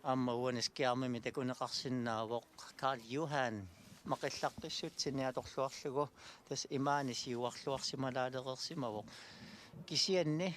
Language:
Kalaallisut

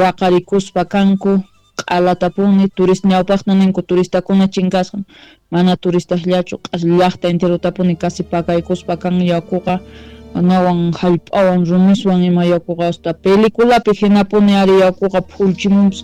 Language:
South Bolivian Quechua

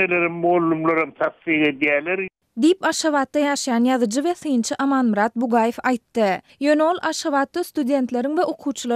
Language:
Turkmen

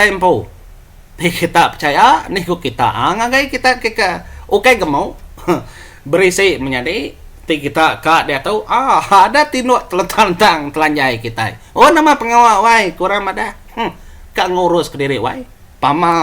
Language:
Iban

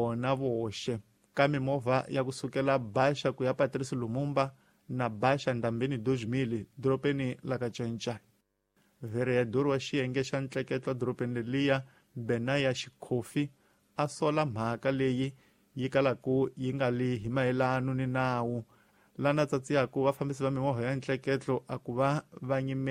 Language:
Tsonga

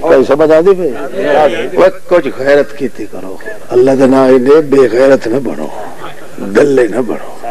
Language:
Western Panjabi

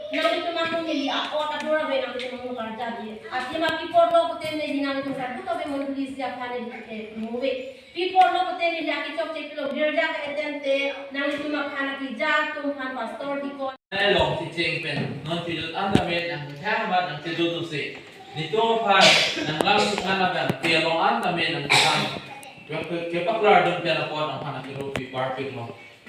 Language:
Karbi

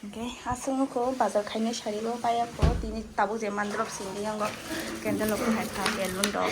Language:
Kok Borok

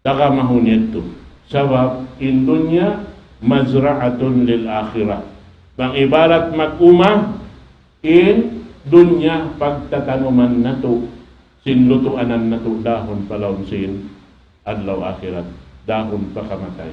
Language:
Tausug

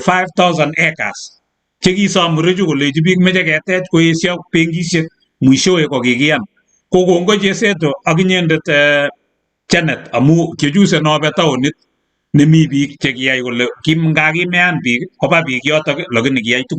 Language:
Kalenjin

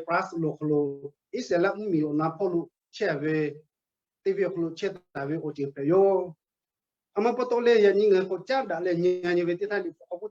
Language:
Lahu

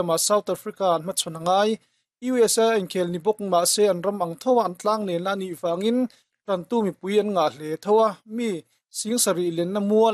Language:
Mizo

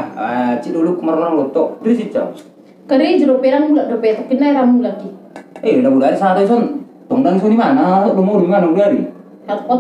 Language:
Batak Toba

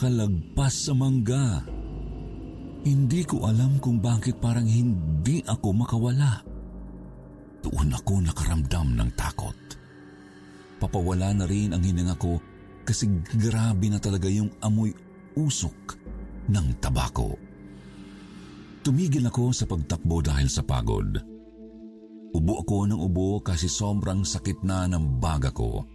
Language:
Filipino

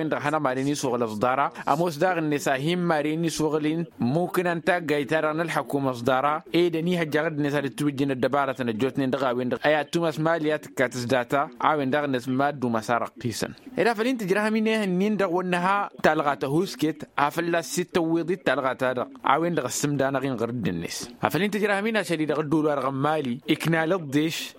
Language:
Tamasheq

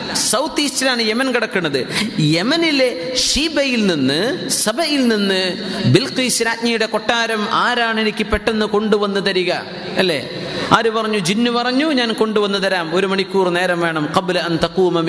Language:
Malayalam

